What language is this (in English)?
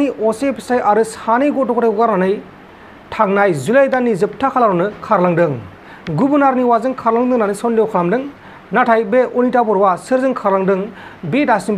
Bodo